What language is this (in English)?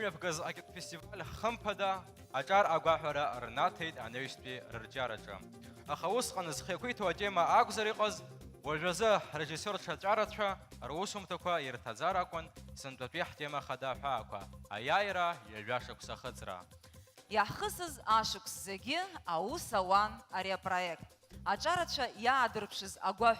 Abkhazian